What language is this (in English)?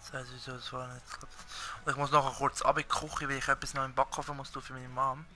Swiss German